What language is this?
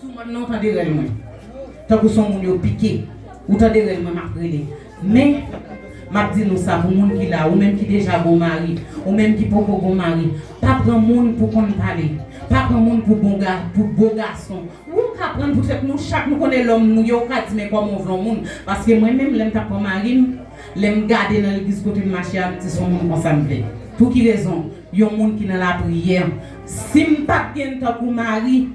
Haitian Creole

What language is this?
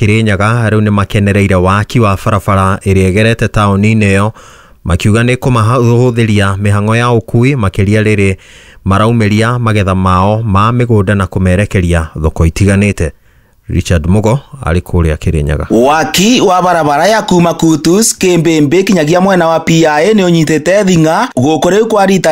Kikuyu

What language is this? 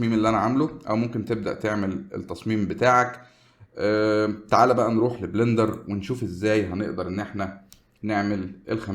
Egyptian Arabic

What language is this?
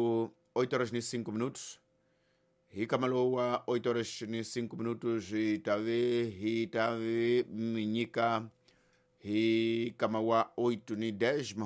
Tsonga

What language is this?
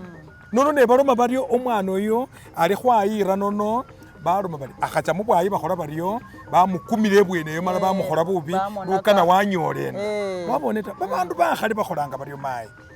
Masaaba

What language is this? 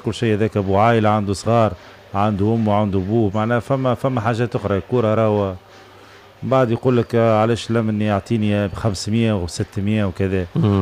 Tunisian Arabic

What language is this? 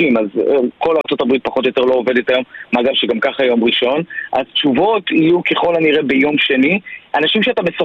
Hebrew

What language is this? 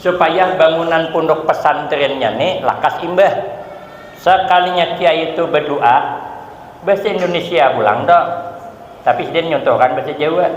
Banjar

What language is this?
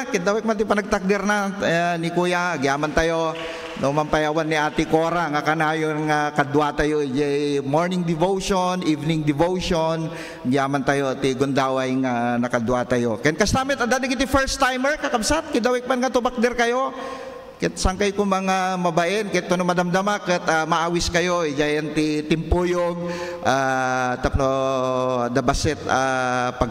Iloko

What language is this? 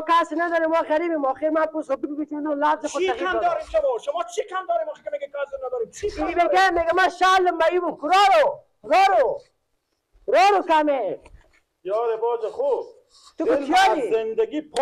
Persian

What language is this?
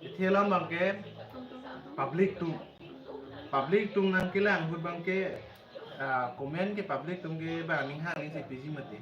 Karbi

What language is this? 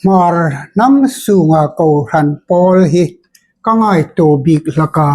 Hmar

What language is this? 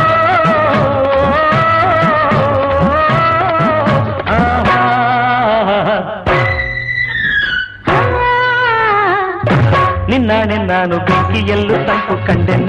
Kannada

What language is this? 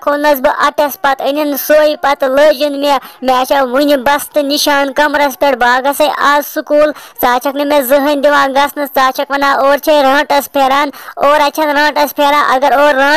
Kashmiri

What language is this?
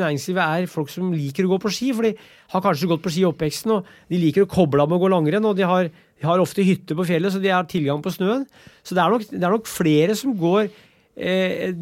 Norwegian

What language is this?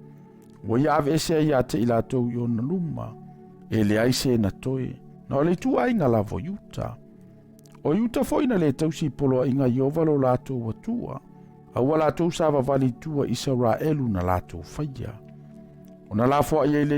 Samoan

